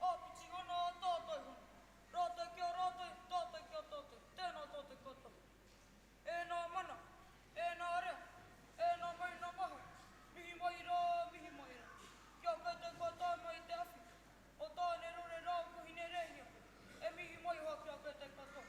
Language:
Māori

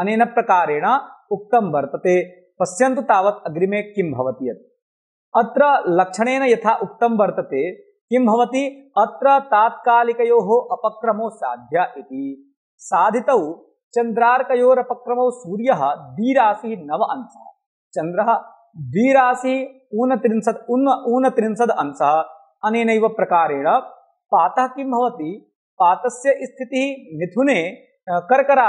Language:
Sanskrit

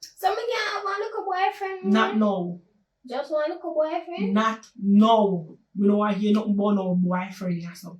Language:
Jamaican Creole English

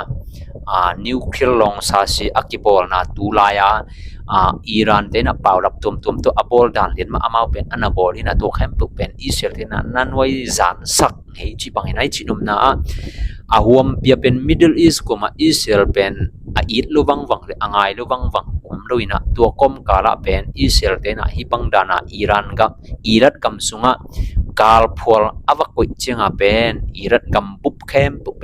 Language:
Tedim Chin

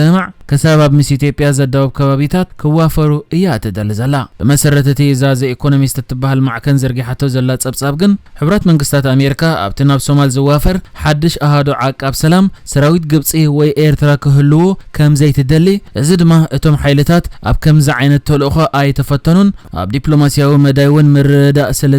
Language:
Tigrinya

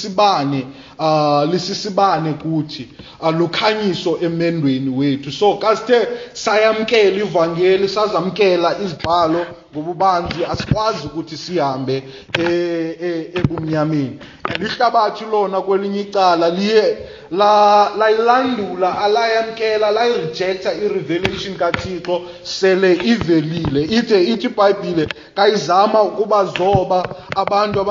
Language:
Xhosa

